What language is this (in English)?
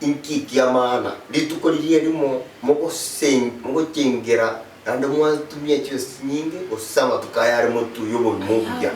Gusii